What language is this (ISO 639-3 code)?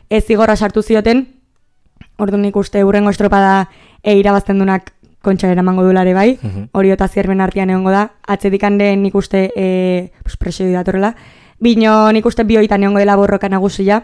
eus